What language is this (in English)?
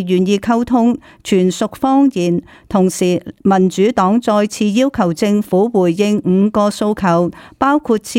Cantonese